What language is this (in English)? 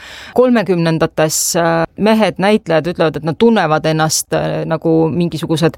Estonian